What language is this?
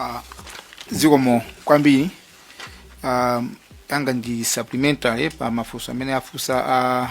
Nyanja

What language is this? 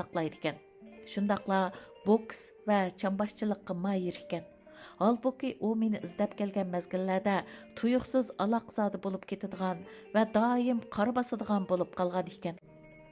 Uyghur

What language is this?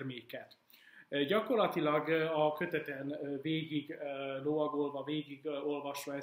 Hungarian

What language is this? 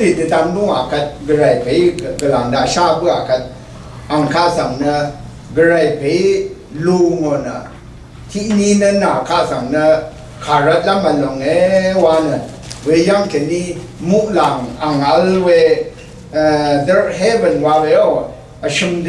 Rawang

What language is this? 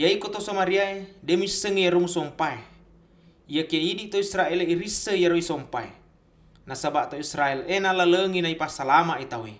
Buginese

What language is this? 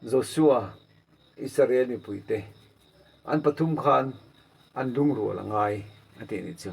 Mizo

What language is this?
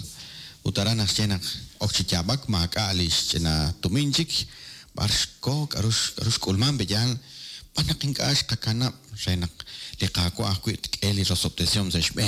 Kekchí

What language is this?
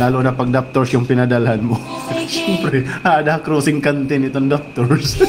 Waray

